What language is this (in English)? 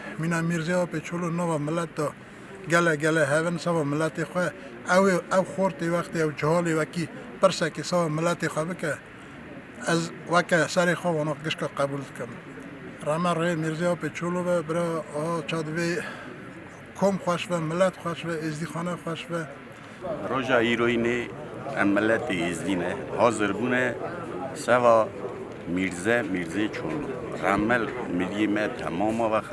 Kurdish